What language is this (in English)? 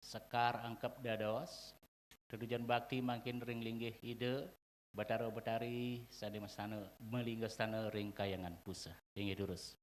Balinese